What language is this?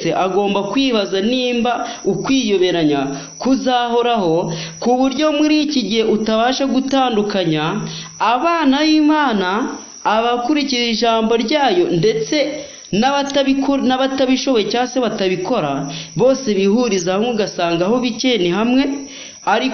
Kinyarwanda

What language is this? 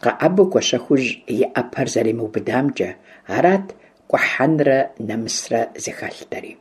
Kabardian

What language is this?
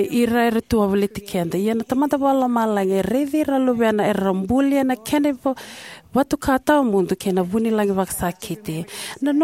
Fijian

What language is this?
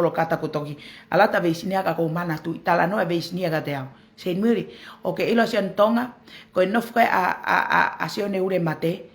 Tongan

